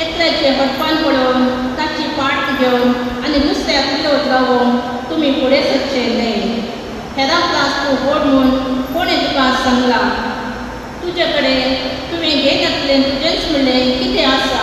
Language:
Konkani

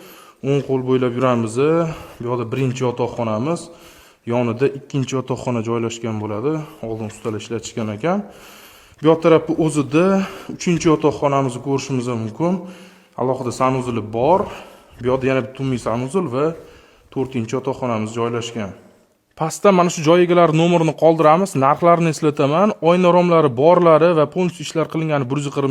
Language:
Uzbek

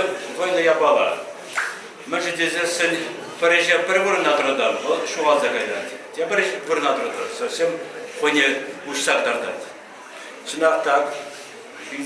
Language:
Chuvash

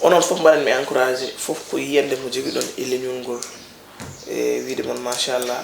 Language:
Fula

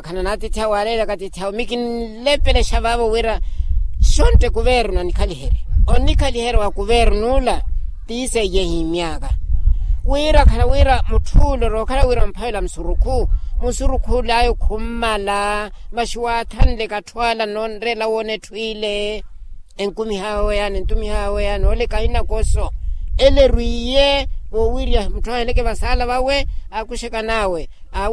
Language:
Makhuwa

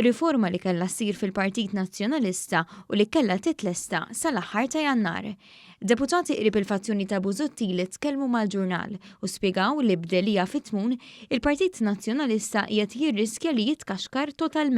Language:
Maltese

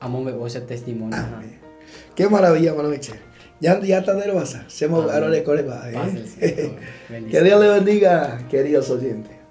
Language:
Guarani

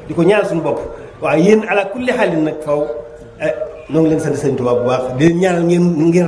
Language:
Wolof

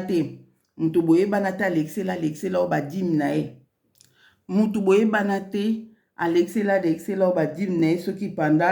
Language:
Lingala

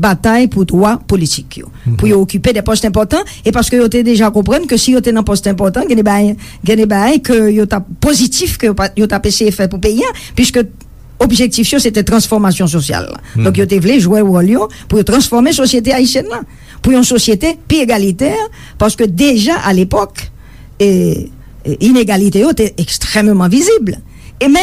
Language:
Haitian Creole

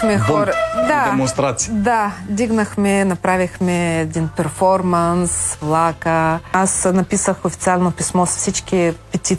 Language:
Bulgarian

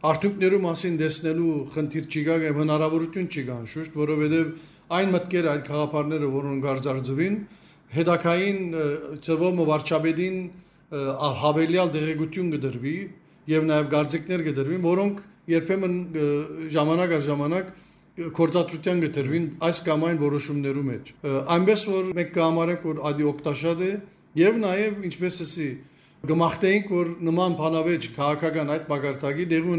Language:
Western Armenian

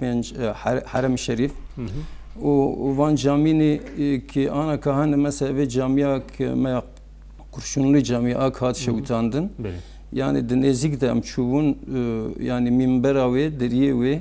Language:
Kurdish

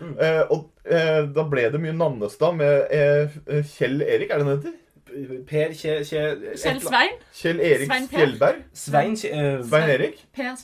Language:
Norwegian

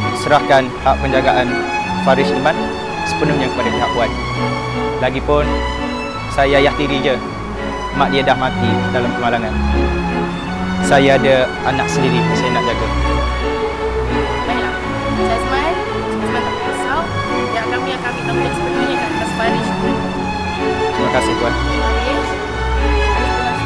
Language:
Malay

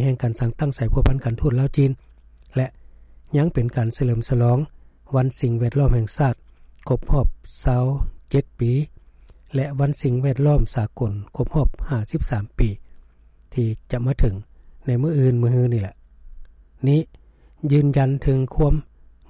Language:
Lao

